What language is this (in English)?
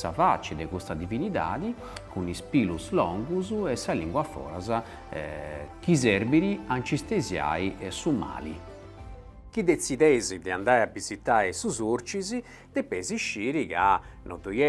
Sardinian